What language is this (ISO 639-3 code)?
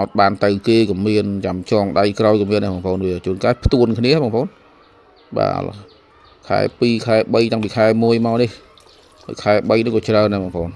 khm